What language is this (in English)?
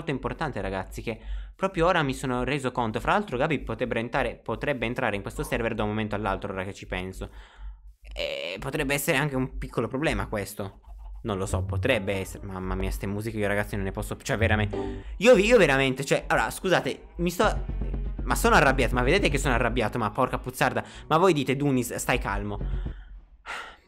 Italian